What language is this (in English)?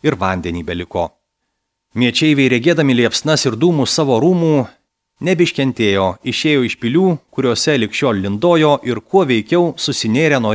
Lithuanian